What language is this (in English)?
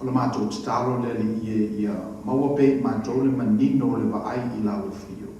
Samoan